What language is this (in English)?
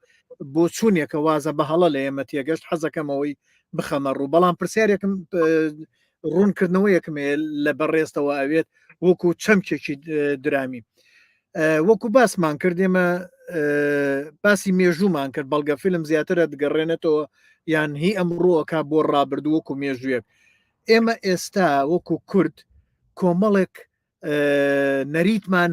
Central Kurdish